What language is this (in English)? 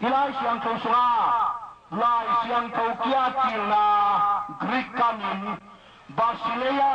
Tedim Chin